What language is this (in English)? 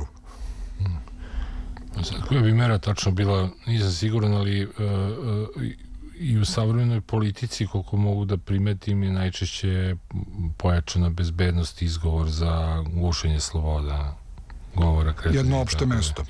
Serbian